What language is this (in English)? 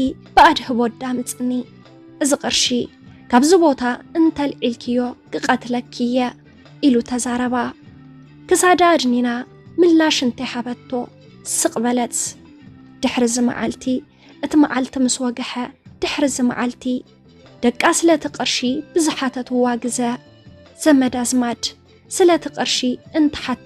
Tigrinya